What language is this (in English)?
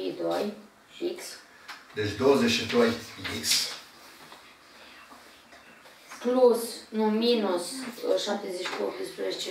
Romanian